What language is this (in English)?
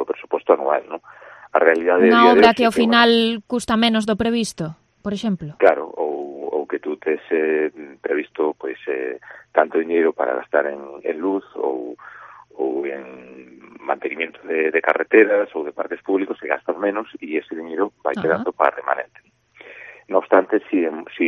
Galician